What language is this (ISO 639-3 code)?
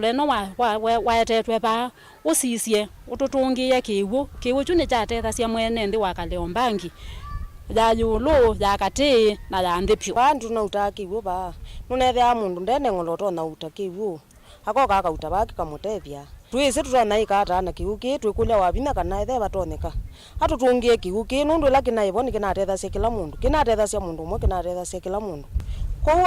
kam